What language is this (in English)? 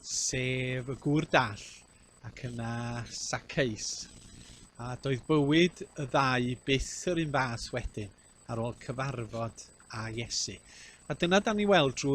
Welsh